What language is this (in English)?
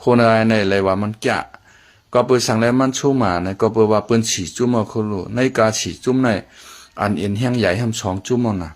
Shan